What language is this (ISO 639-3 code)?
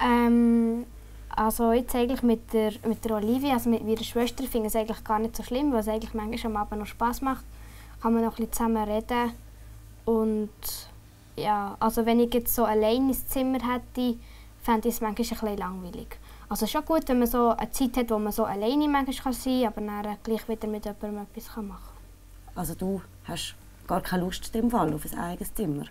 gsw